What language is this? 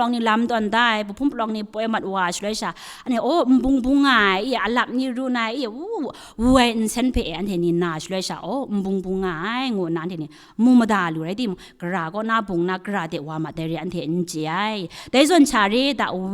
Kachin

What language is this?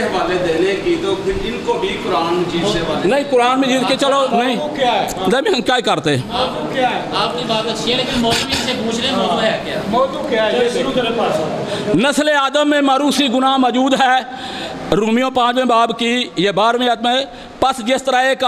Urdu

